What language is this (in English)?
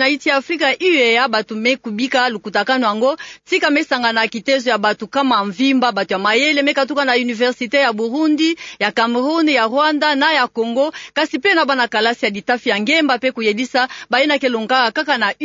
Kituba (Democratic Republic of Congo)